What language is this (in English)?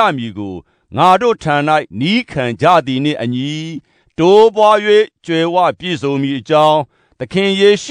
Burmese